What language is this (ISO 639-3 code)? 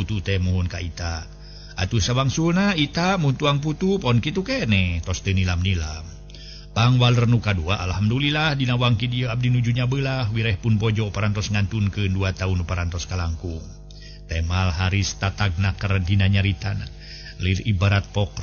sun